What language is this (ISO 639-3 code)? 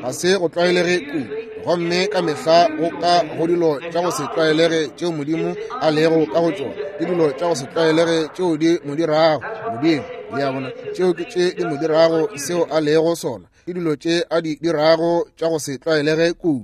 nso